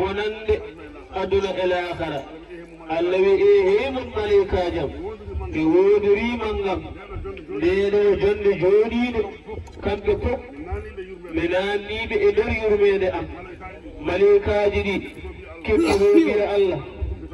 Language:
Fula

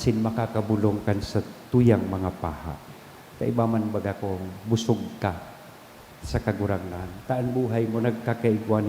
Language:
Bikol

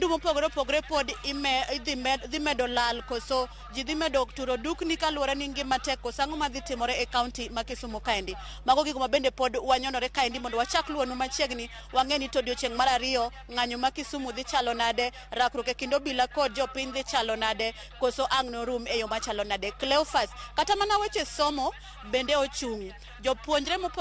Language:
Luo (Kenya and Tanzania)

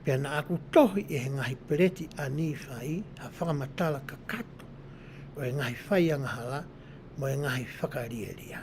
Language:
Tongan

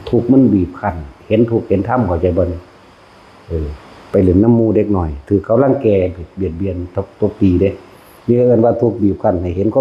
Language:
Northeastern Thai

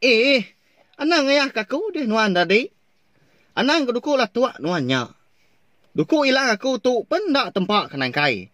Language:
Iban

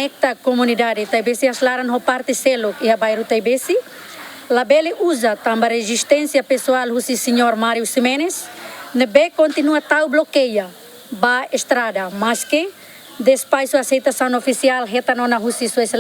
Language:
Tetum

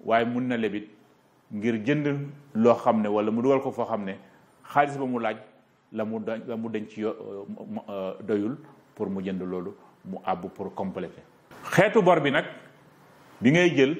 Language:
Wolof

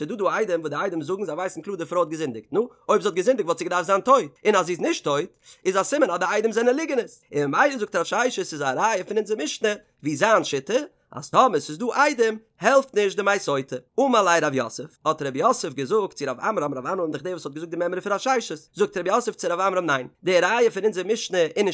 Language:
Yiddish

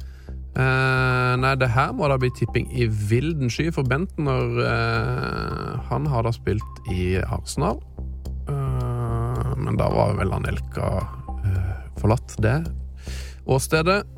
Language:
Norwegian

